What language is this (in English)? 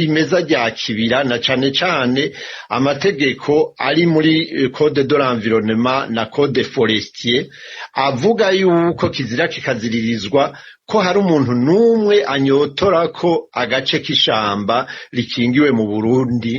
Rundi